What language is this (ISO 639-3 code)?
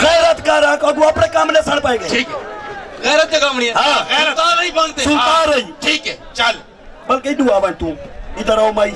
skr